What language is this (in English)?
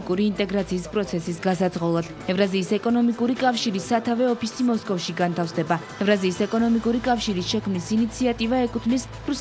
Georgian